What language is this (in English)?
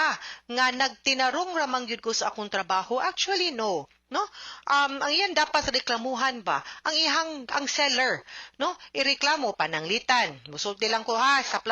Cebuano